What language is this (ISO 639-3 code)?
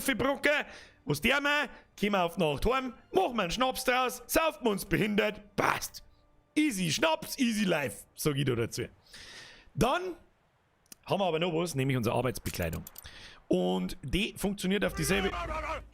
bar